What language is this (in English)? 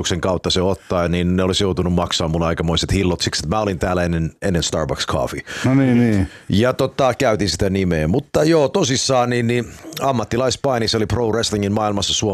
Finnish